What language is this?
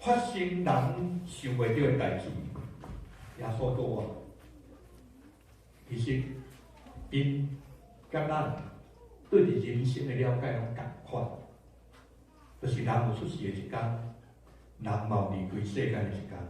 Min Nan Chinese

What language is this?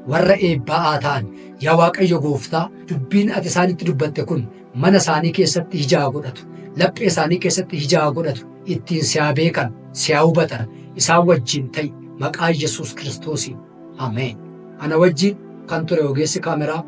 Oromo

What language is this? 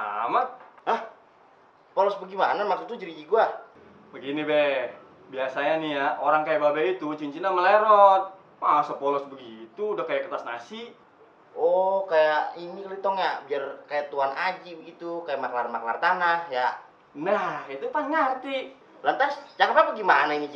Betawi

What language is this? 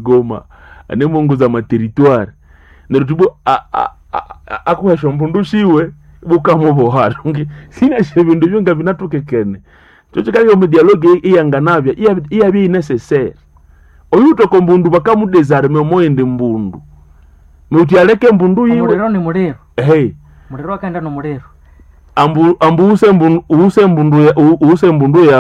Nande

